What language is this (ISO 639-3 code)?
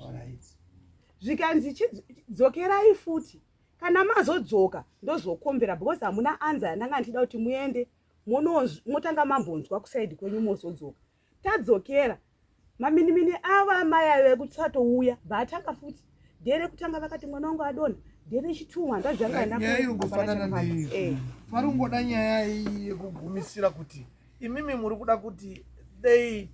sna